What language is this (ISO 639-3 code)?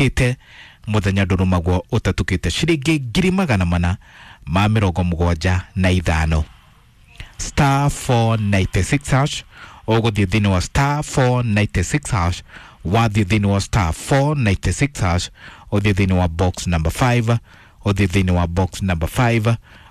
kik